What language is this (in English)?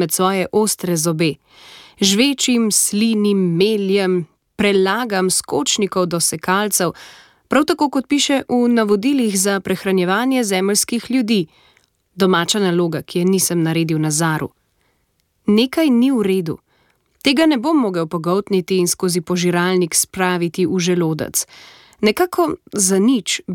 Slovenian